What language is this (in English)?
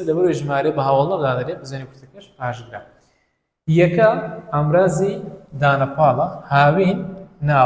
Central Kurdish